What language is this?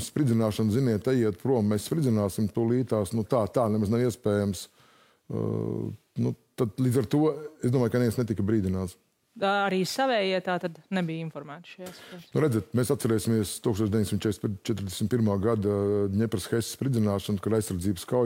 Latvian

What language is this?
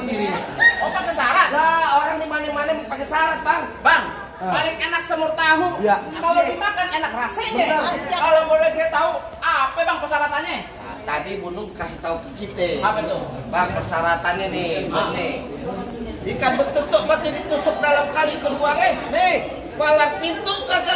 Betawi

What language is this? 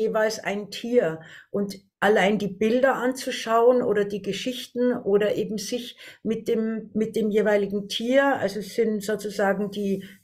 German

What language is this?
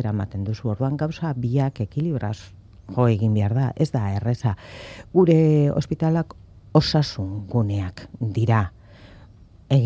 Basque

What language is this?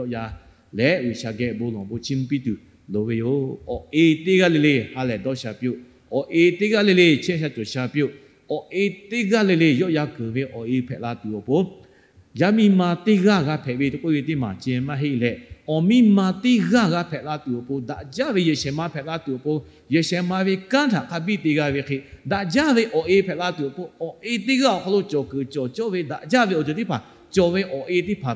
Lahu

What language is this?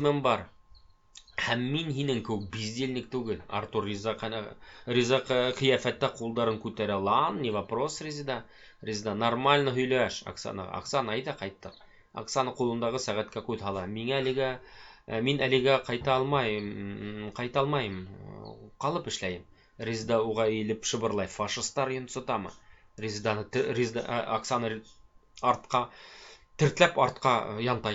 Bashkir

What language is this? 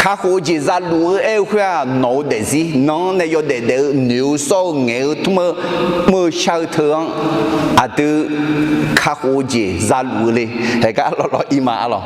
Akha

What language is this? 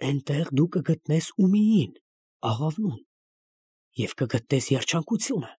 Armenian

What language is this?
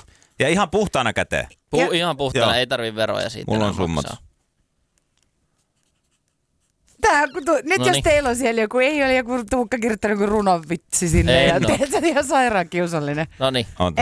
Finnish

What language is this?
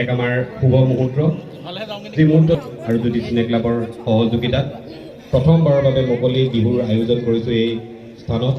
Assamese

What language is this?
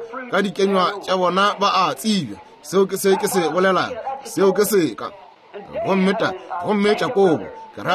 Northern Sotho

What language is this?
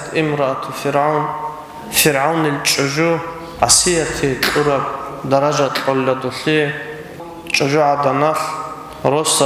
Avaric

